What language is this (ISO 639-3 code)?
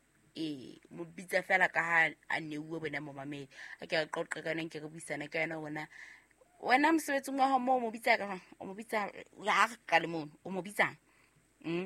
sot